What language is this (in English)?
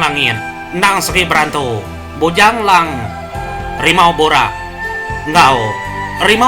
Iban